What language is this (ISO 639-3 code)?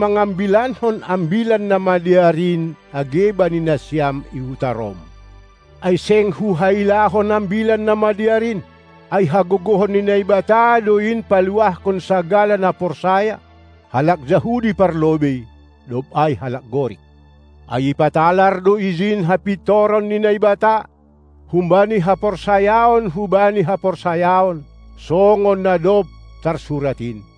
bts